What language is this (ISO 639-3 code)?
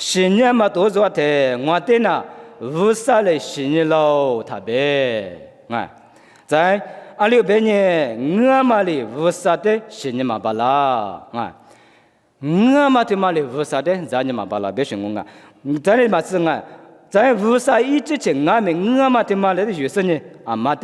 lis